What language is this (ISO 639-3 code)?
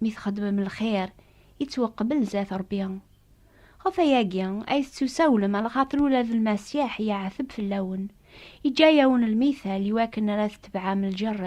kab